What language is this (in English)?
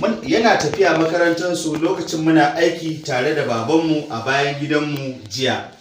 Hausa